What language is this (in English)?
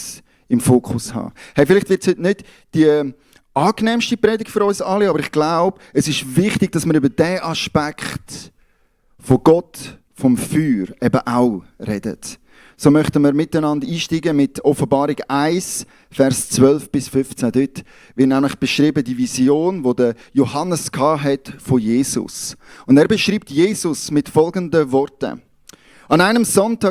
Swiss German